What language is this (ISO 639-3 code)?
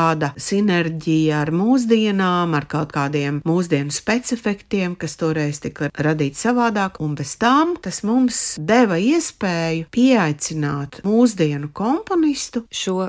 lav